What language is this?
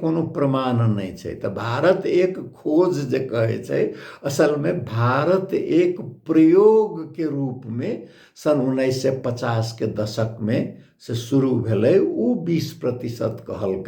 Maithili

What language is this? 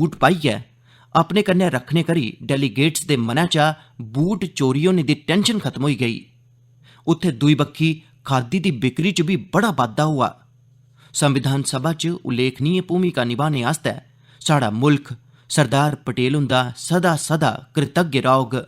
Dogri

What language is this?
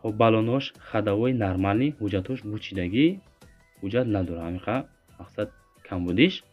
Tajik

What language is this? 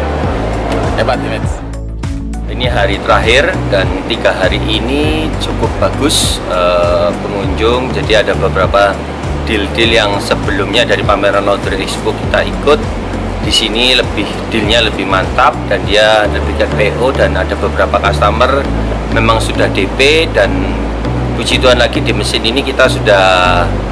Indonesian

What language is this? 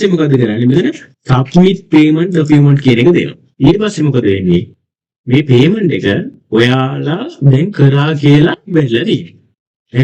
Sinhala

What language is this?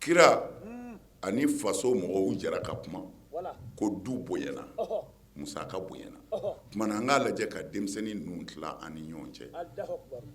Bambara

